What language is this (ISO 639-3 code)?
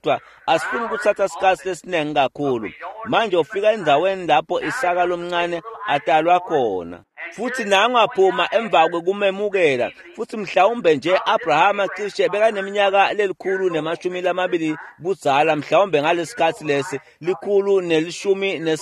ssw